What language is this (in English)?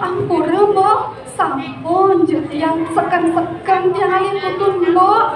Balinese